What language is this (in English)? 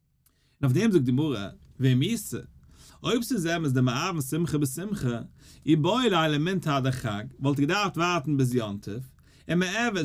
Yiddish